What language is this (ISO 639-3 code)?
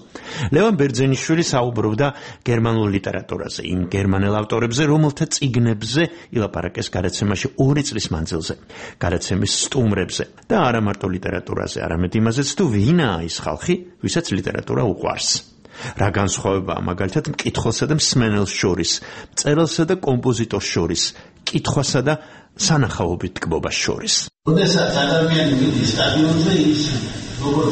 kat